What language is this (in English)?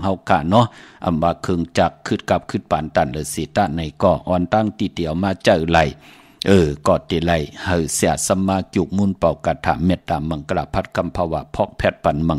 Shan